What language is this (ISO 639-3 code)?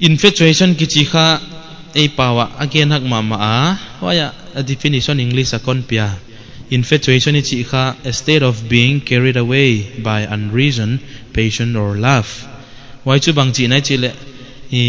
pck